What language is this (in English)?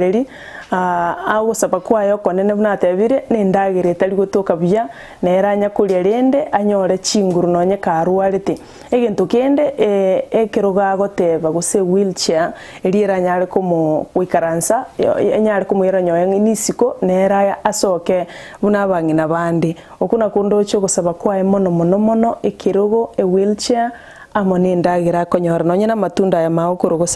Gusii